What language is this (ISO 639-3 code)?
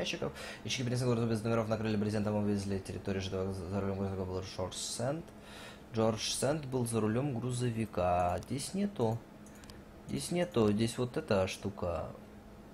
rus